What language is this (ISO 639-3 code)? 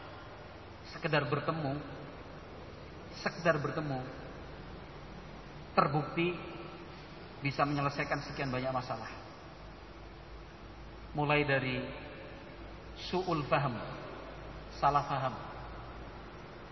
ind